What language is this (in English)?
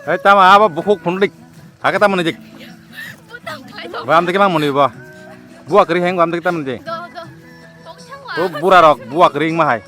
Kok Borok